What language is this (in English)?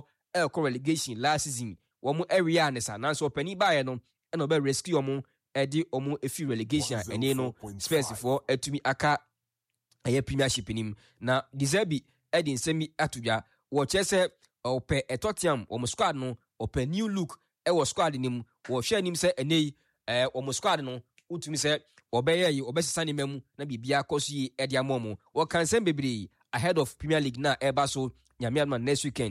Akan